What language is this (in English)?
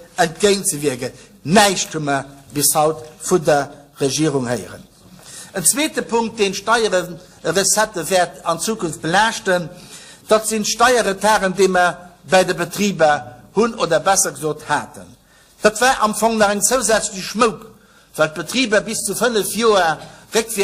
Luxembourgish